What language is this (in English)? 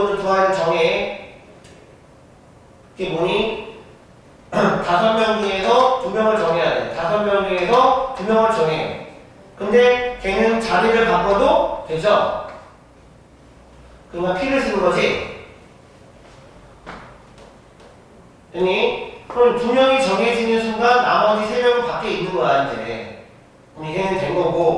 Korean